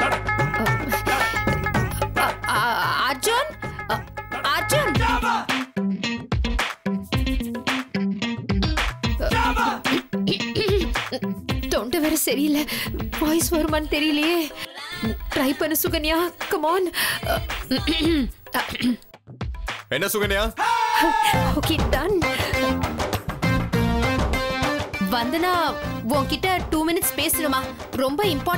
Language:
Tamil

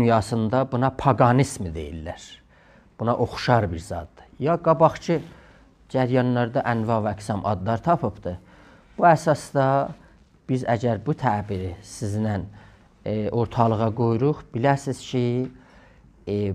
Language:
South Azerbaijani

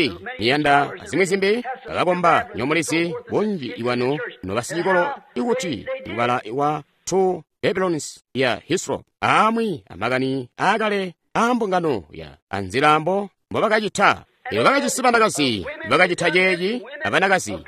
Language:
Tonga (Zambia)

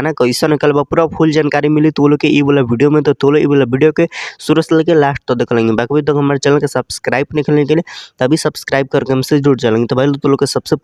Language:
Bhojpuri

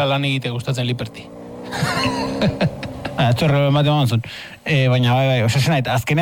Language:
Basque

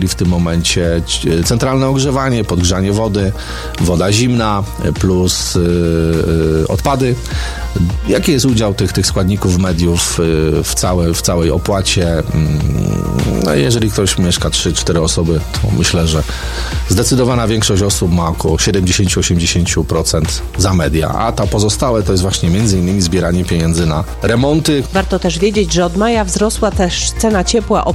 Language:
Polish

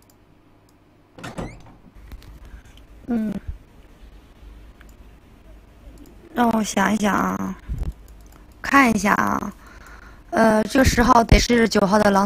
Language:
Chinese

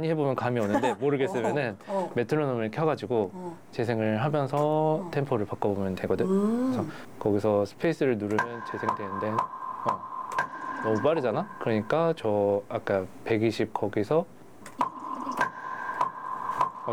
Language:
Korean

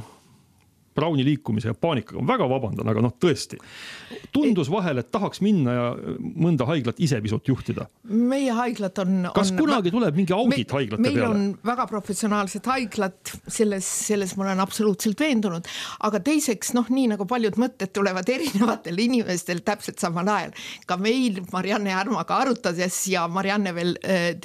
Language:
Estonian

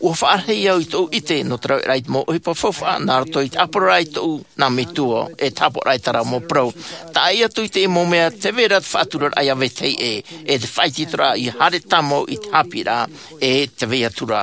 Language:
Tahitian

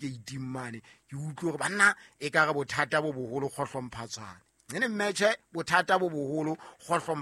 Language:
Southern Sotho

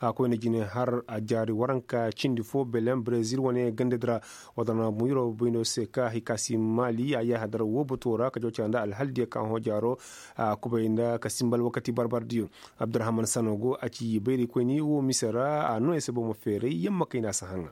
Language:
Koyraboro Senni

